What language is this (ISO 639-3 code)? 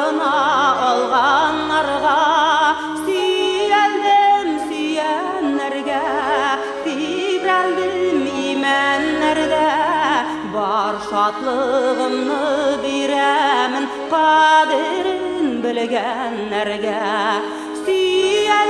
tat